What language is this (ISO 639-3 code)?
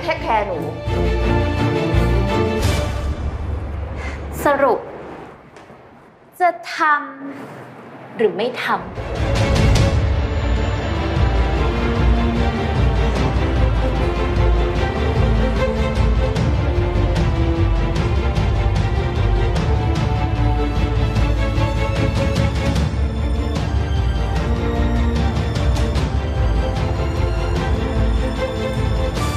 tha